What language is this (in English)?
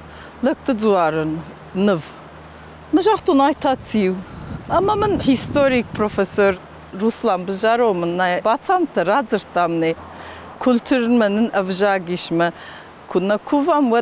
Ossetic